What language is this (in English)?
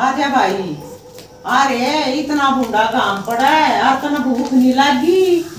Haryanvi